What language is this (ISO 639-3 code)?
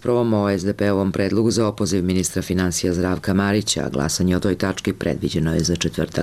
srp